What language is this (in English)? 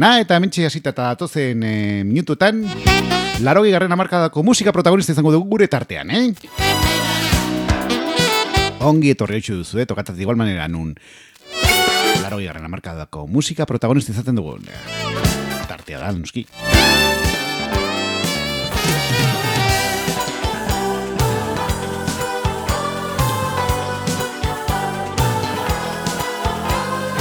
Basque